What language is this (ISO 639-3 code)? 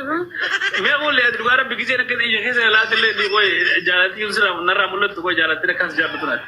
orm